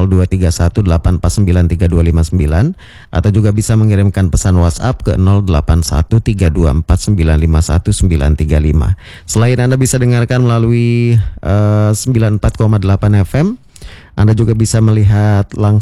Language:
Indonesian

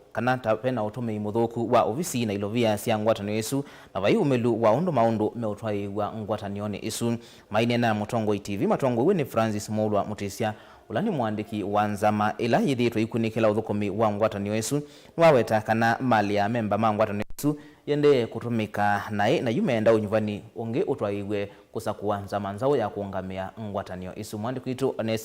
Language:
Kamba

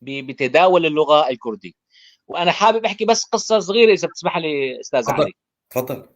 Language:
North Levantine Arabic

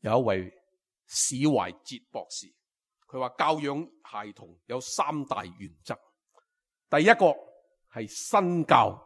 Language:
Cantonese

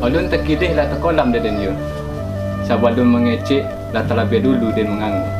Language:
Minangkabau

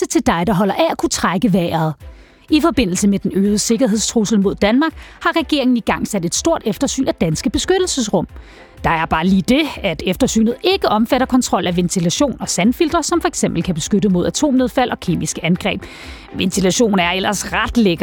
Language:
Danish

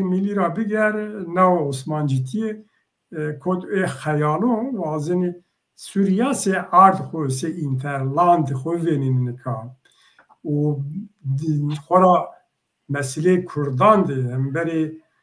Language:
Zaza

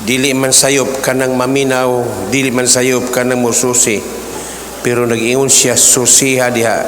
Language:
Cebuano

